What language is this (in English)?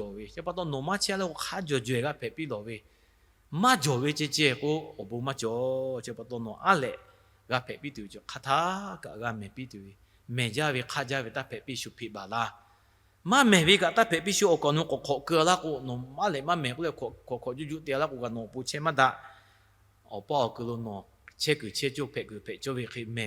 Lahu